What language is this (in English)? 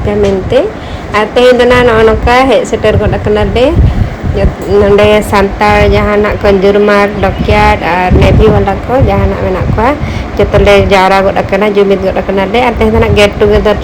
Santali